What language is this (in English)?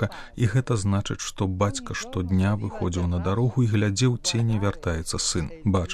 Belarusian